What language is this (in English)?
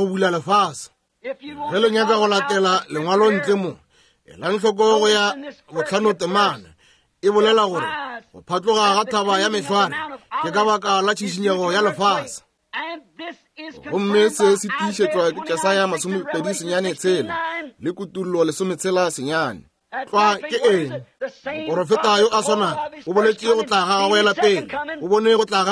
Northern Sotho